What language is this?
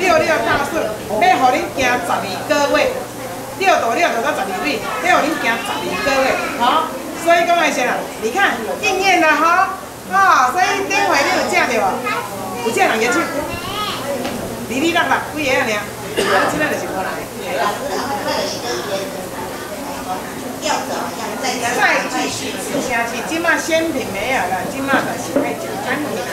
Min Nan Chinese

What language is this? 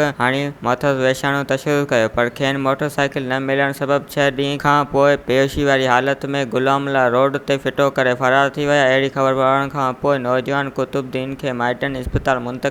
Sindhi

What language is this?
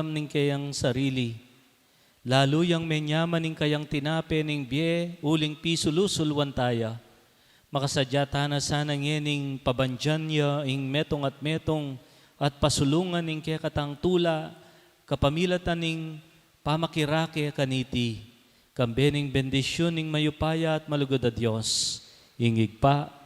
Pampanga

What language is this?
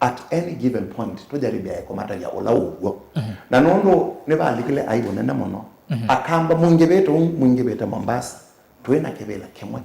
Kamba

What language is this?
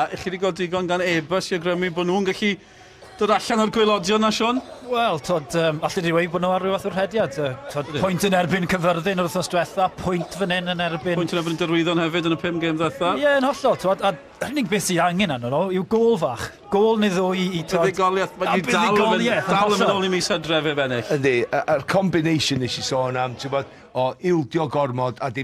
Welsh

